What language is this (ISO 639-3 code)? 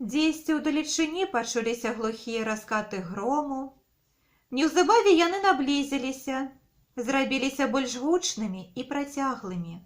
bel